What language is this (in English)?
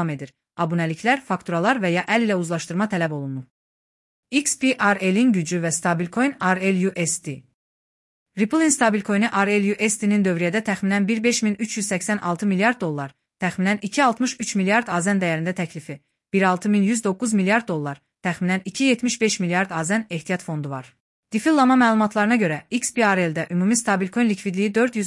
Azerbaijani